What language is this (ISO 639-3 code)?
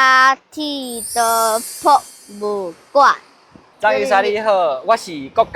nan